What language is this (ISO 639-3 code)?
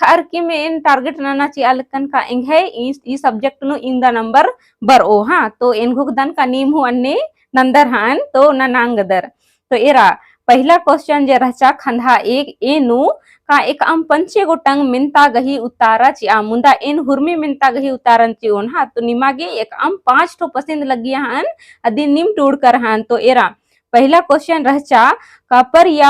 kru